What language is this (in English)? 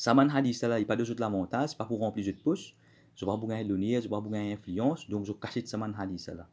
Morisyen